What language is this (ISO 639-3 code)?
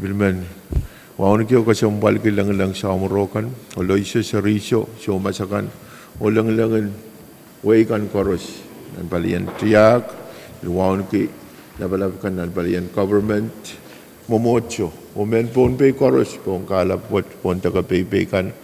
pon